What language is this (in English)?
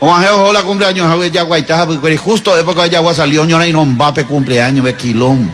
Guarani